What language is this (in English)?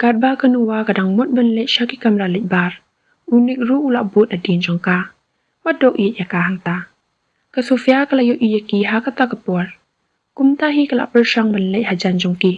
Khasi